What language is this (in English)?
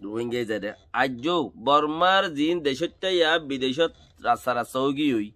Rohingya